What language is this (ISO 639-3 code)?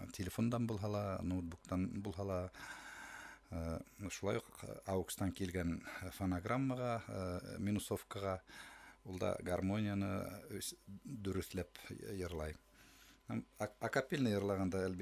bak